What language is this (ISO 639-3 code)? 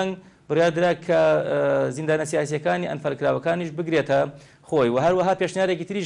ckb